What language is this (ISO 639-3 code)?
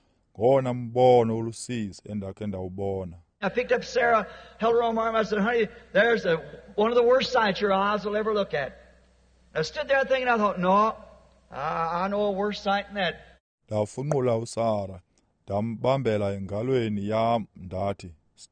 xho